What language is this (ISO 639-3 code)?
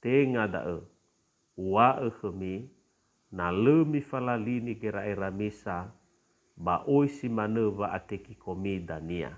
nia